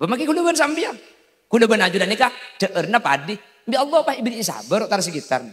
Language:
Madurese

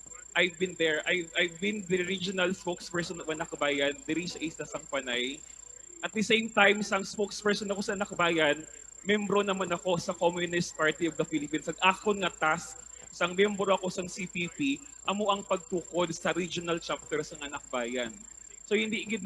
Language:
Hiligaynon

